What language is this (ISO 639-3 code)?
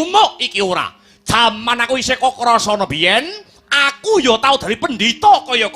jav